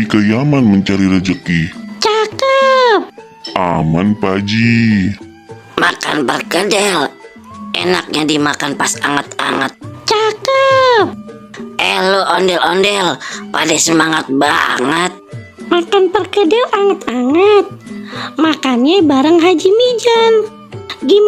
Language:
Betawi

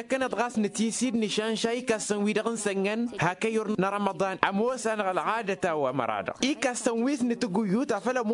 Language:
Tamasheq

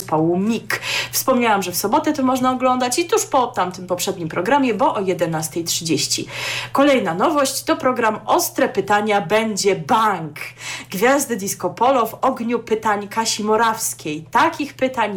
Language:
Polish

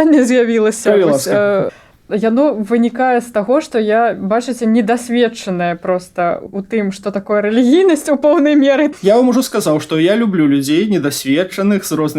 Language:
Belarusian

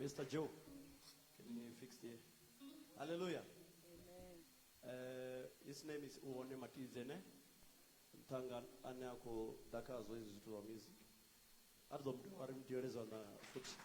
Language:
Venda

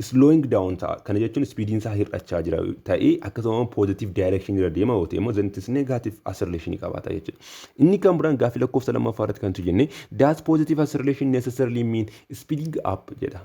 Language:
Oromo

